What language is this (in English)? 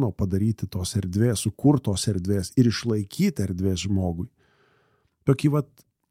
Lithuanian